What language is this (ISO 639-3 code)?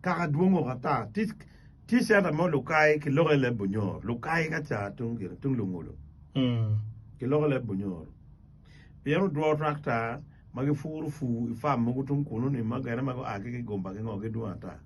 ach